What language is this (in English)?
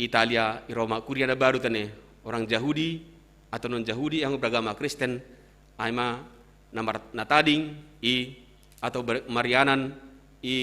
Batak Simalungun